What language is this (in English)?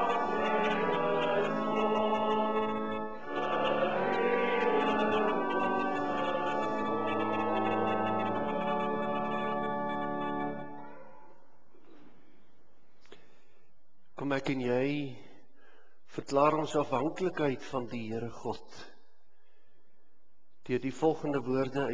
Afrikaans